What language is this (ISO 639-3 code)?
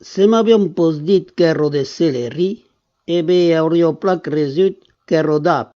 oci